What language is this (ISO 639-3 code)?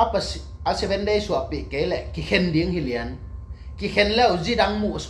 ctd